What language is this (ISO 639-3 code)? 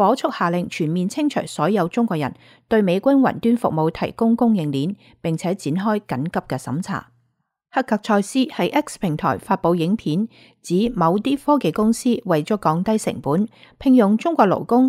yue